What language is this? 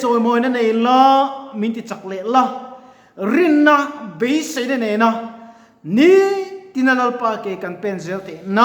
Mizo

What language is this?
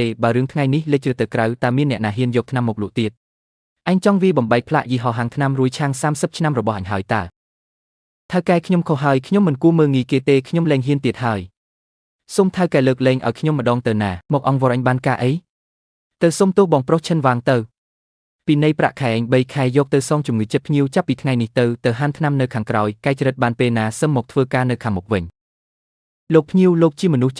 Khmer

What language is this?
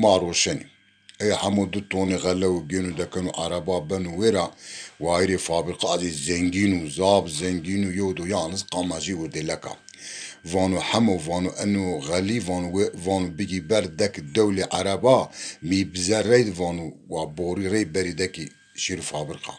Zaza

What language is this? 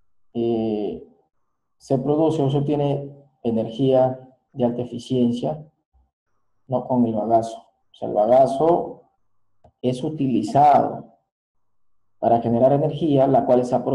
Spanish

